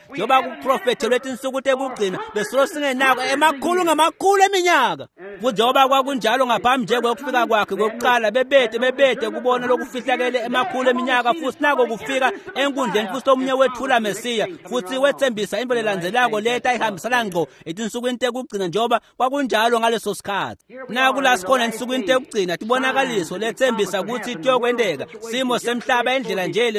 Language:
Swati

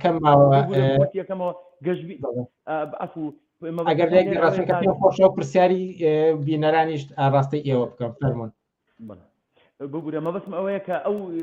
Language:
Central Kurdish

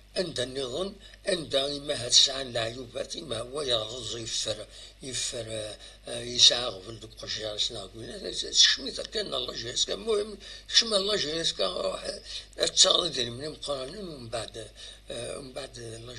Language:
Kabyle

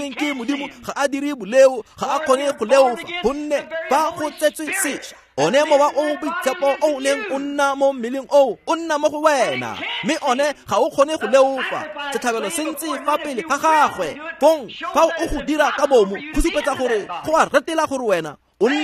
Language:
Tswana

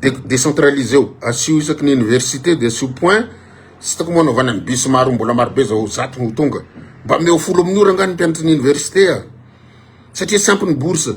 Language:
Malagasy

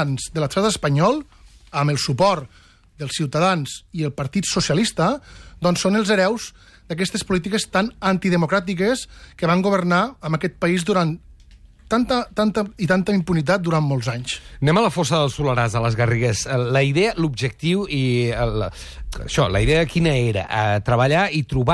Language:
Catalan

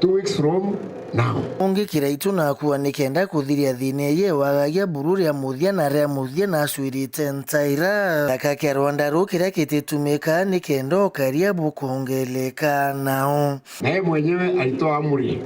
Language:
Meru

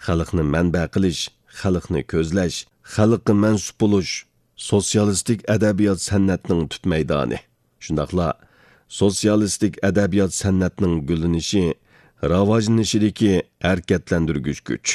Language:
Uyghur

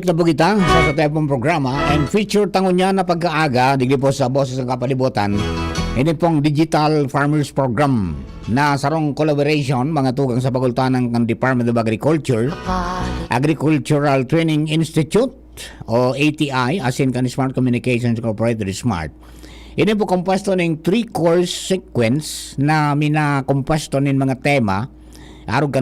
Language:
Bikol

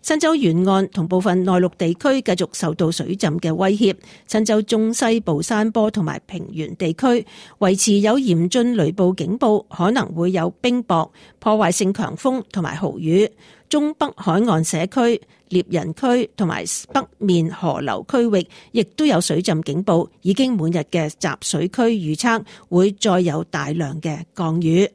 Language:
Cantonese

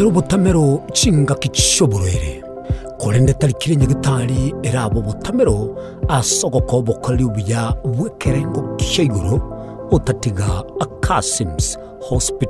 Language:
Gusii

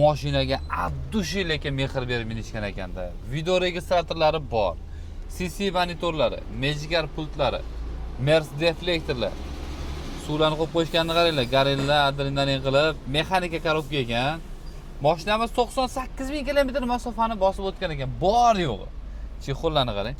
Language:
Uzbek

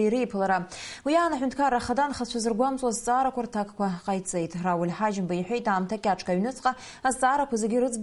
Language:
Abkhazian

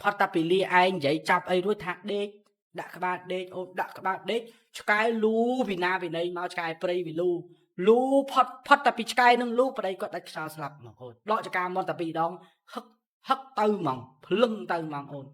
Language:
Khmer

